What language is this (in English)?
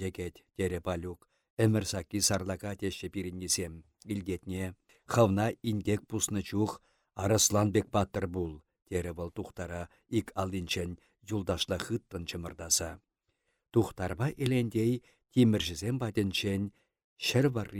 Chuvash